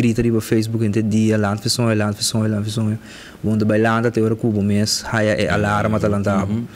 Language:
Papiamento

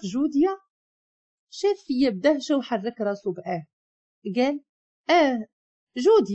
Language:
Moroccan Arabic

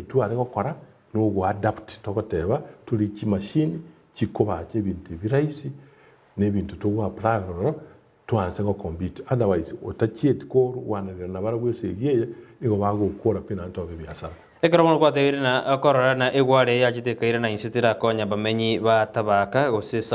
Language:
Gusii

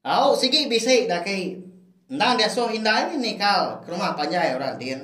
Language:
Iban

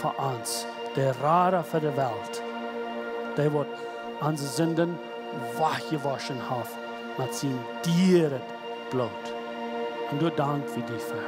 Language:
Plautdietsch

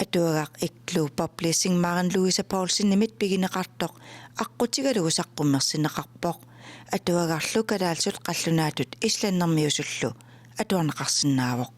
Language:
Kalaallisut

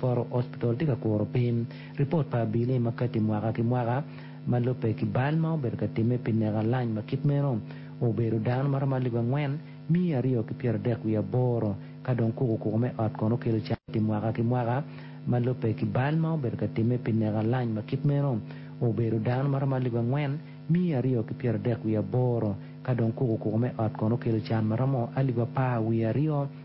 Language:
Acoli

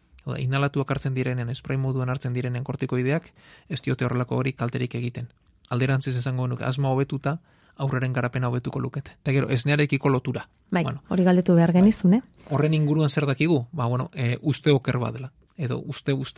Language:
Basque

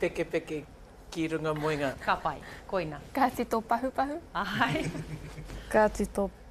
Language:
Māori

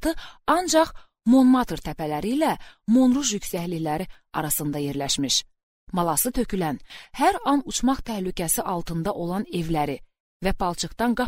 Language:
Azerbaijani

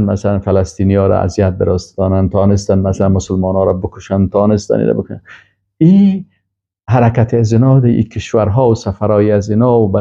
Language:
Persian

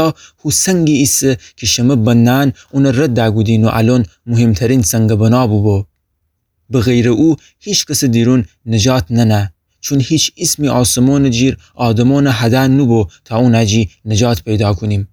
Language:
Gilaki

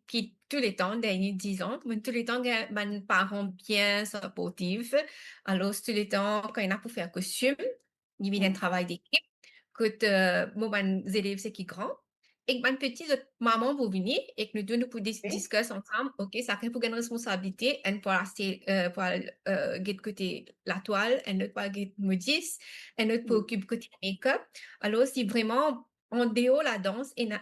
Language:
Morisyen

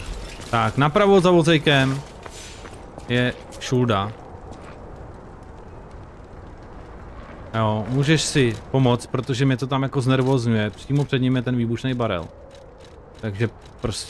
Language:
Czech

